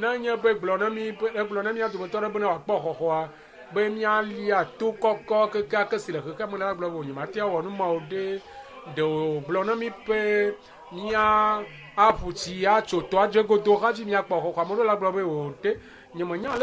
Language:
Ewe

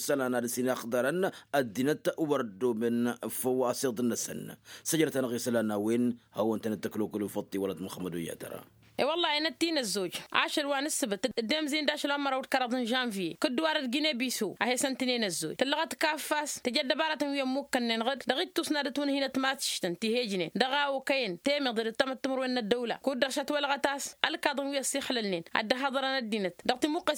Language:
Tamasheq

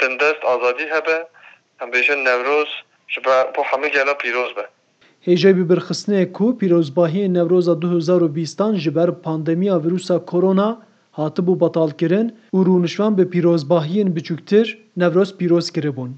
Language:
Kurdish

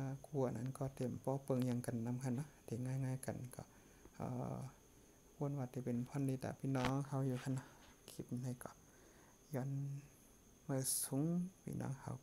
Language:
Shan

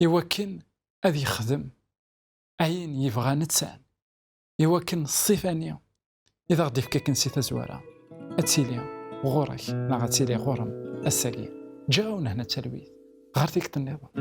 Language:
Kabyle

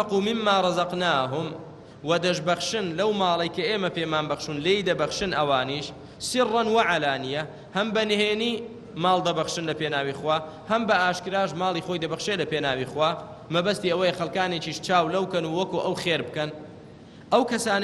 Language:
Central Kurdish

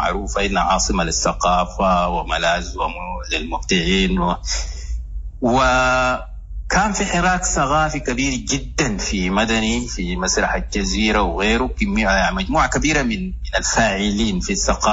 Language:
Sudanese Arabic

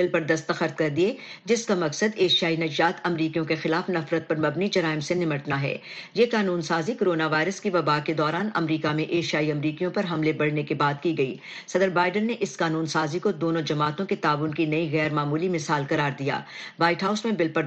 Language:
Urdu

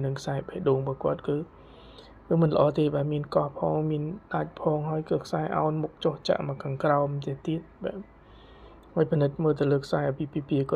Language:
Khmer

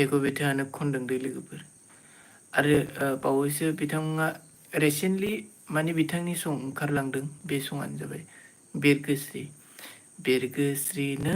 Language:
Bodo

